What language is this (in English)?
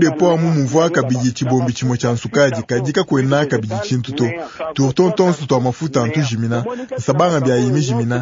Luba-Lulua